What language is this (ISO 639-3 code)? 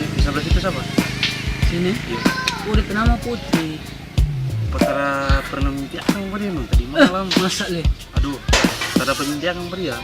xmm